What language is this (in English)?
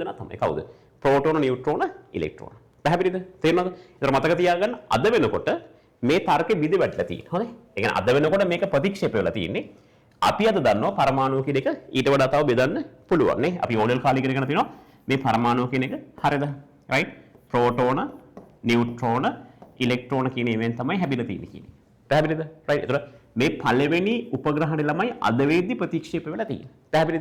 Sinhala